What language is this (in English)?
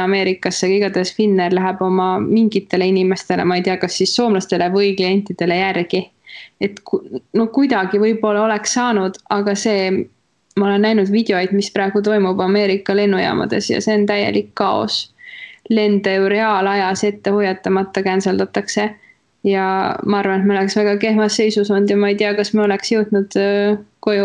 Estonian